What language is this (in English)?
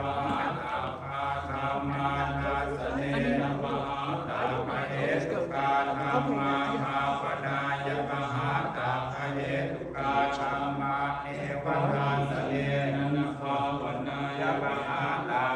Pali